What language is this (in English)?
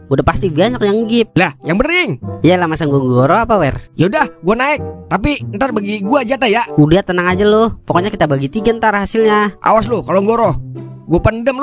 Betawi